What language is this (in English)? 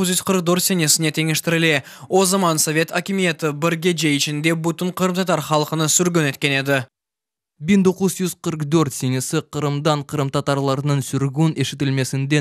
Crimean Tatar